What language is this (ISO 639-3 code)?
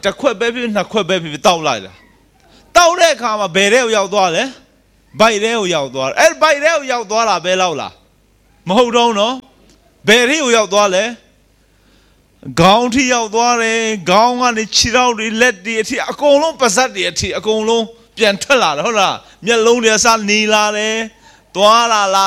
mya